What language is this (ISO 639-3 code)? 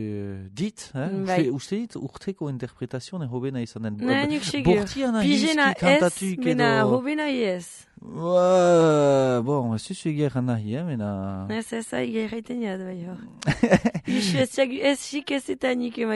eus